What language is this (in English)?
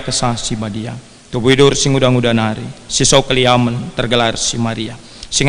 Batak Karo